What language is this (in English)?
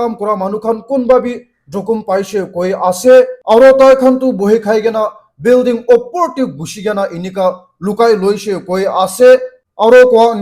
Naga Pidgin